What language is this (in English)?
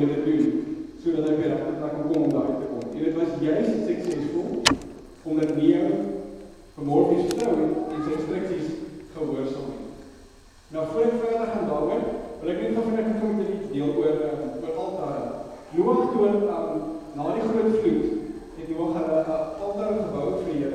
Afrikaans